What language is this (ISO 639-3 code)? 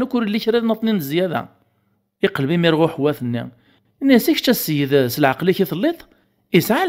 kab